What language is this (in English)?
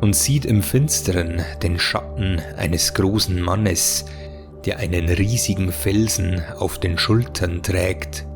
Bavarian